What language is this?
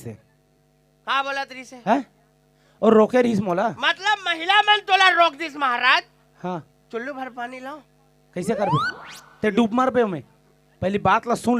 Chhattisgarhi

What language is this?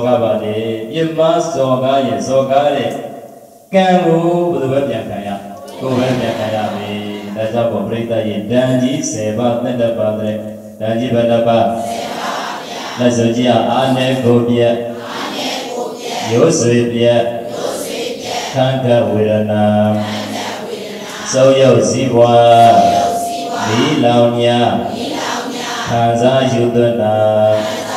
Burmese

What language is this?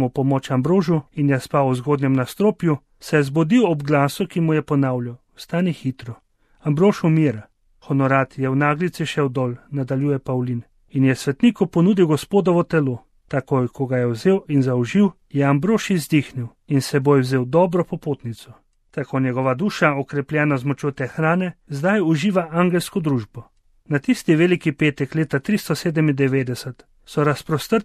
Slovenian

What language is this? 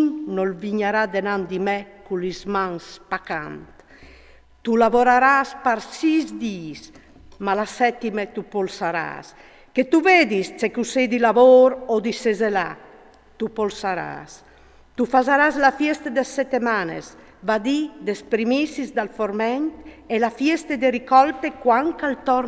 Friulian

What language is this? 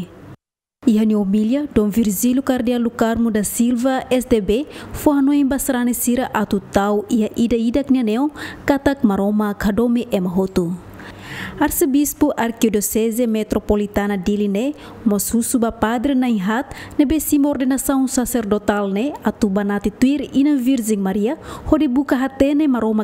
Tetum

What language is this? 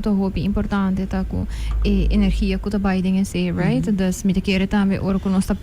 Papiamento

